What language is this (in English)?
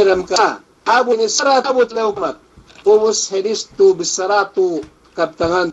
Yakan